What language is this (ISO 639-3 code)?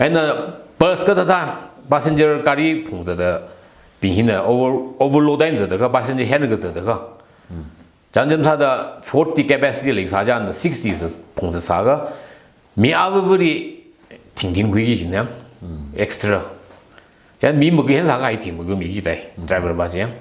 nmf